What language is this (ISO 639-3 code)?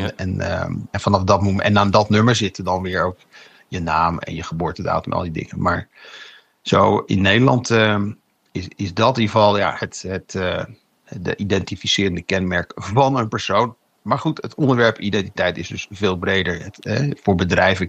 nld